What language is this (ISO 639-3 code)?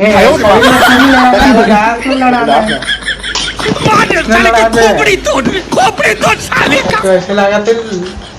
hne